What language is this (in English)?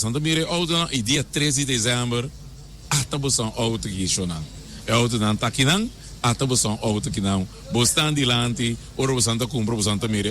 Papiamento